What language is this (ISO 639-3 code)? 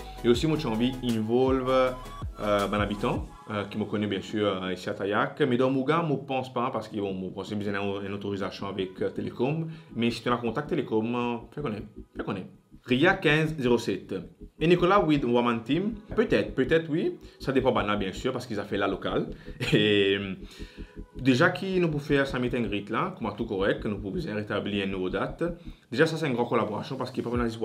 mfe